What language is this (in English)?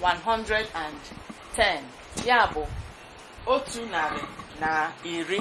Igbo